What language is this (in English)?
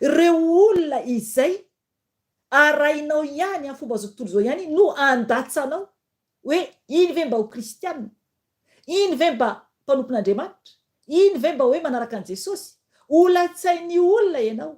Malagasy